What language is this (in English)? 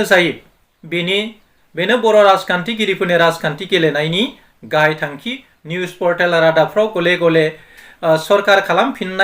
Bodo